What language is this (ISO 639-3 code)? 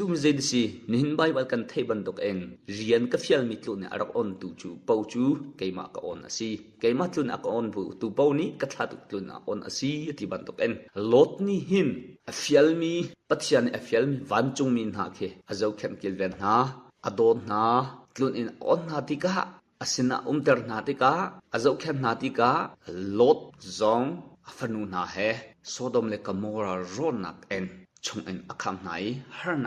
cnh